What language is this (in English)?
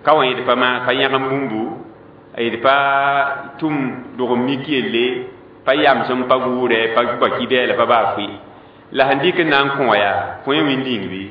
Mossi